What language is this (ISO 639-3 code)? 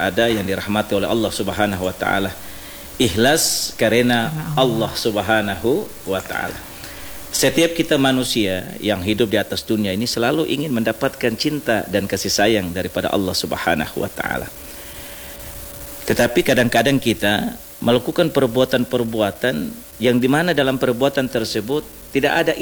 ind